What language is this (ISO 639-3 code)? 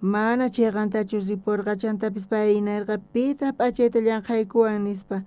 quh